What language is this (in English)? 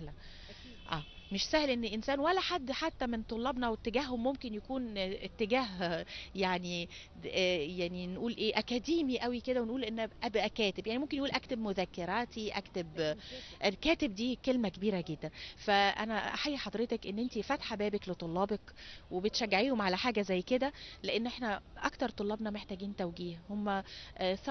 Egyptian Arabic